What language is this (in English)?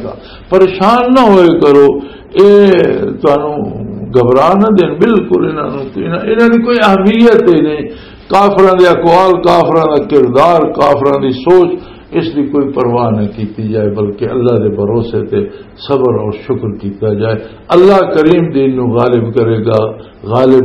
Western Panjabi